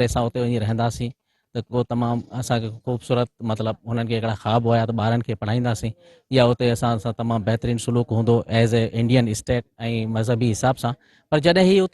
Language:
Sindhi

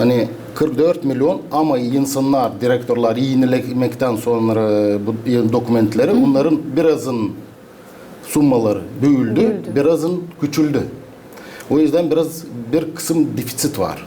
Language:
Gagauz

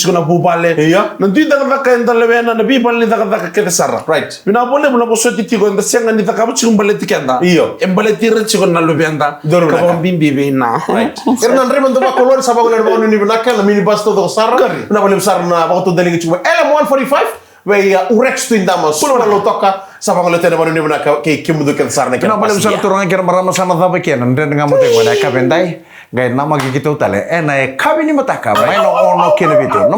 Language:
Fijian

